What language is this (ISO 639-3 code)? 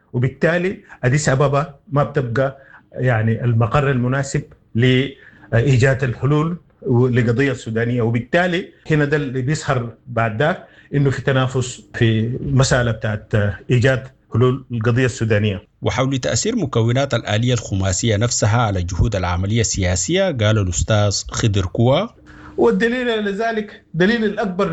apd